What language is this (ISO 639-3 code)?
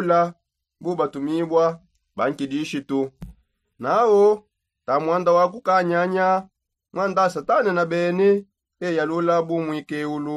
sop